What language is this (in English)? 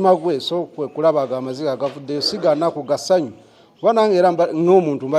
Ganda